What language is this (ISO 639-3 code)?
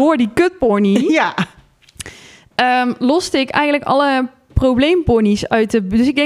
nld